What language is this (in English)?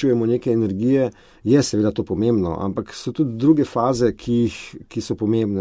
Slovenian